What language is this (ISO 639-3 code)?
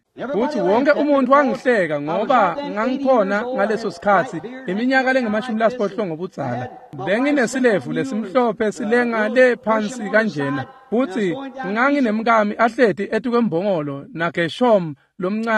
ssw